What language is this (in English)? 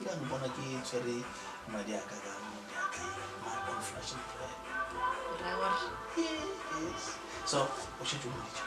Northern Sotho